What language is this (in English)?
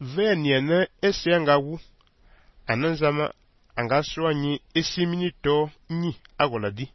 Fang